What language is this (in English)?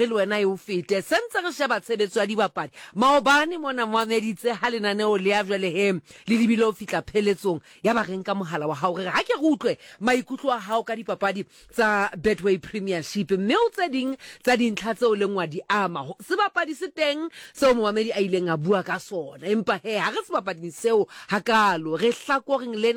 Southern Sotho